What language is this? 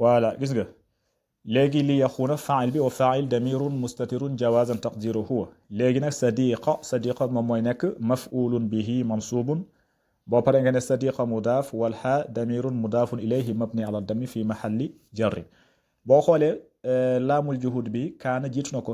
Wolof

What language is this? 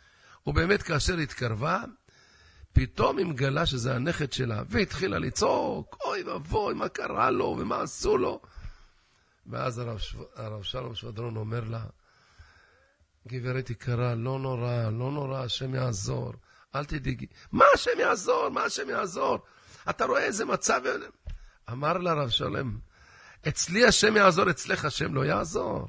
Hebrew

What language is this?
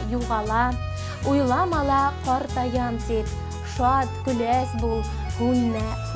Bashkir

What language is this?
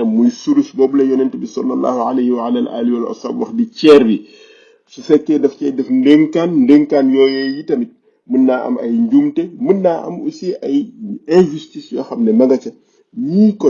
Wolof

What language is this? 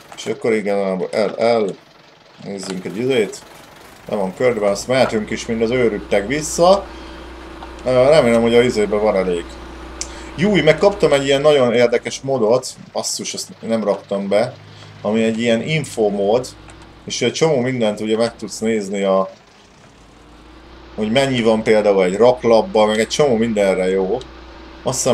Hungarian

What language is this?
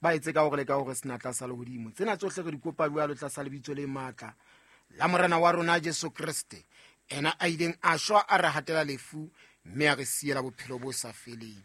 Southern Sotho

